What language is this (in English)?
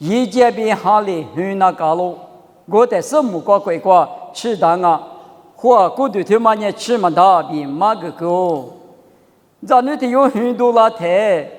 Lisu